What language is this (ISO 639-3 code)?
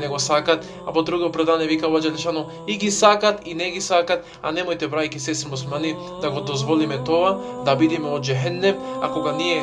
mkd